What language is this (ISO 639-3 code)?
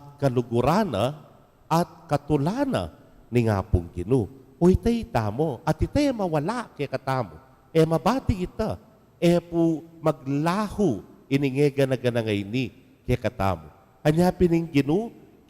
pam